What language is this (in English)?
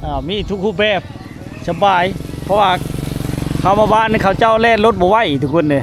Lao